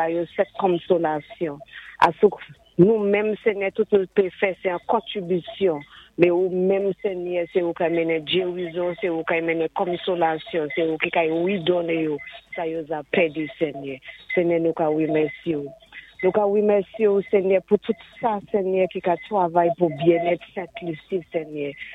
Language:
Saint Lucian Creole French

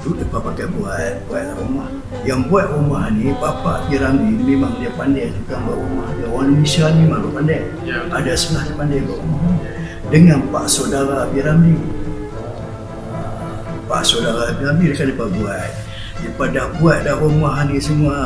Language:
Malay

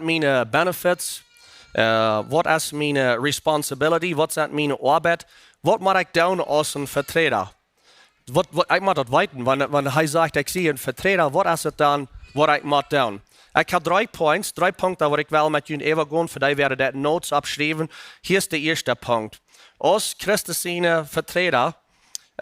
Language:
Plautdietsch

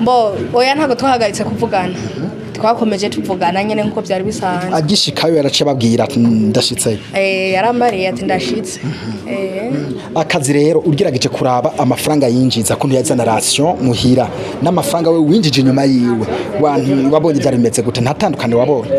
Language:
Rundi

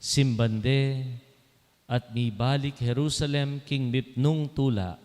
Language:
Pampanga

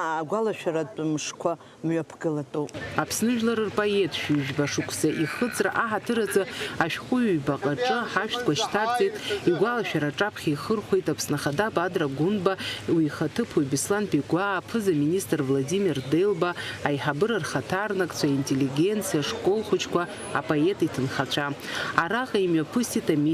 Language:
Abkhazian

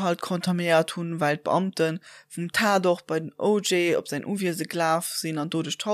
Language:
Luxembourgish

